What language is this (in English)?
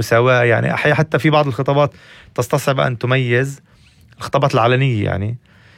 North Levantine Arabic